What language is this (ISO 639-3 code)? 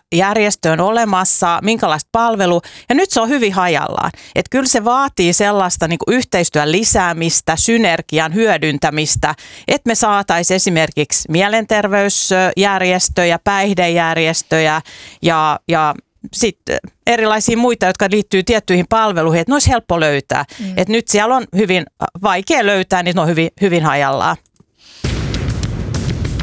fin